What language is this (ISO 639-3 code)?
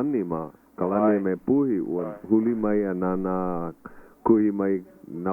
haw